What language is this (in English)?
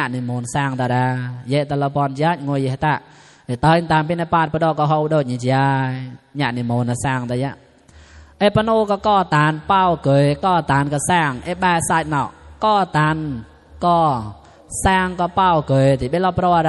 Mon